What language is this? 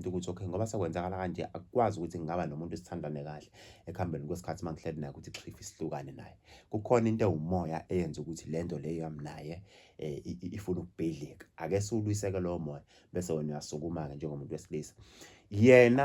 Zulu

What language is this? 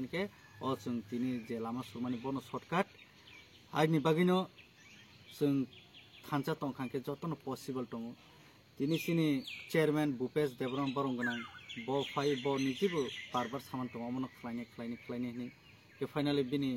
Kok Borok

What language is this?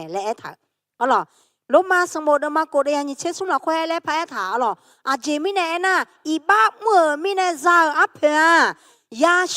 Akha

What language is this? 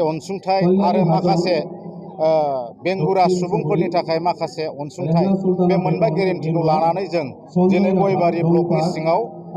Bodo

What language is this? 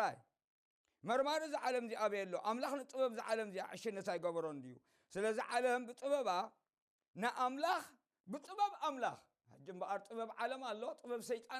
Tigrinya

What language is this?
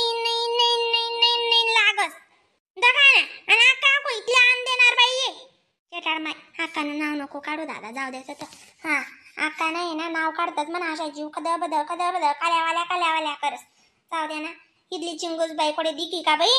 Khandesi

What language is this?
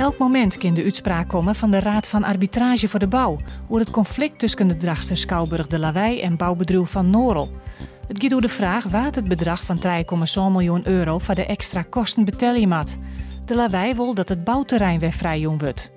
Western Frisian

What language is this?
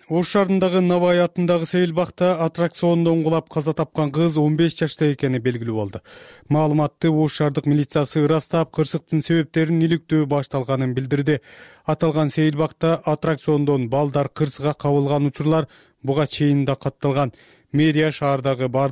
Kyrgyz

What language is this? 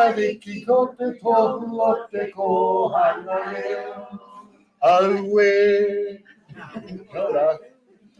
Māori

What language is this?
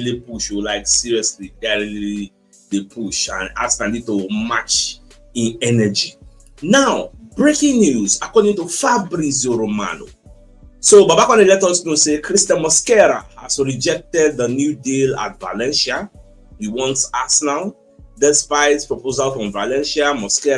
Nigerian Pidgin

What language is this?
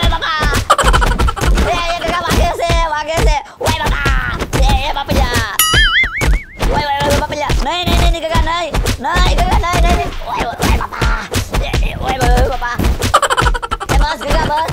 Gujarati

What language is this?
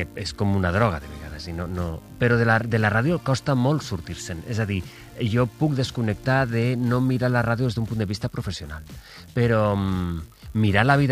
Catalan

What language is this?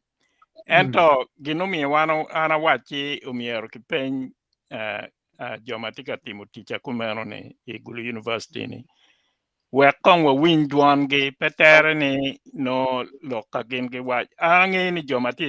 Acoli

